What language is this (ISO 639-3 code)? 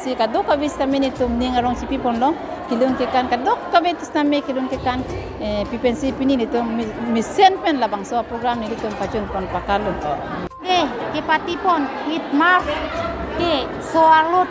mjw